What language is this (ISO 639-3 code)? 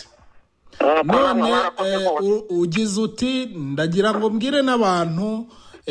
kin